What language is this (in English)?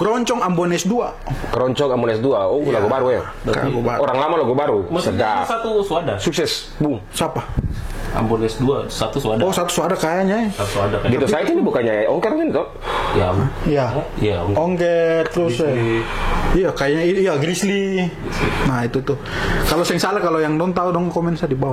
Ambonese Malay